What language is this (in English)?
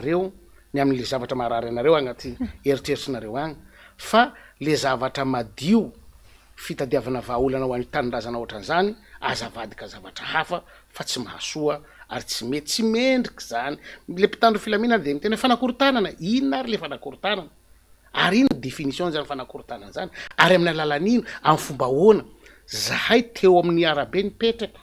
Malagasy